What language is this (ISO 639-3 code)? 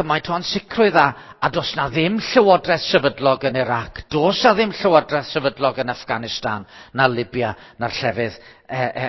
cym